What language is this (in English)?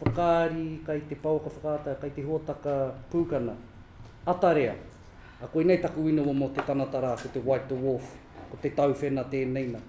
Māori